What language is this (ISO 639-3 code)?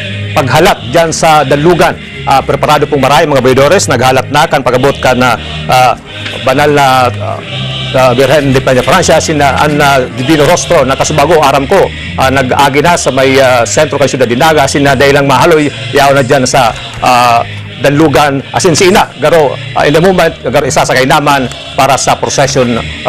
bik